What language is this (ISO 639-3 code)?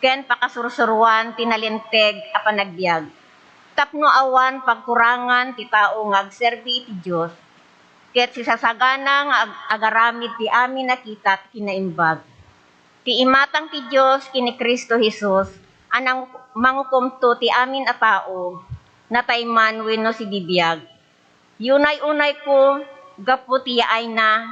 ilo